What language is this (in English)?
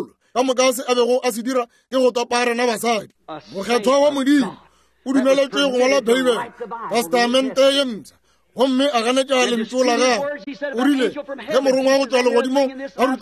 Northern Sotho